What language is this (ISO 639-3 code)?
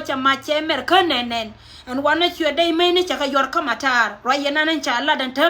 nus